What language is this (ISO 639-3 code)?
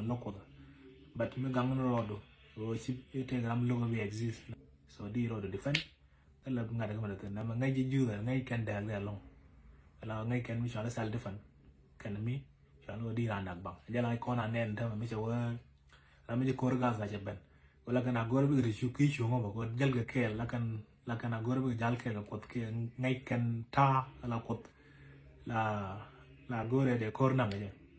nus